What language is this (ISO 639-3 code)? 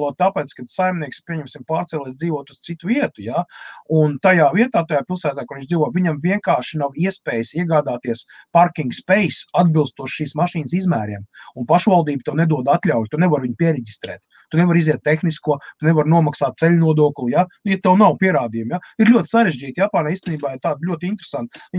lav